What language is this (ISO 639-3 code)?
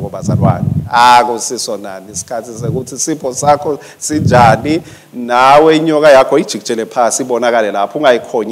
ssw